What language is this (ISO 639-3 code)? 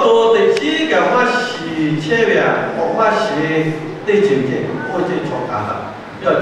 lhu